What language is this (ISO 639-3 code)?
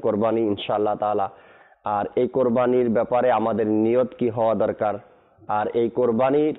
ben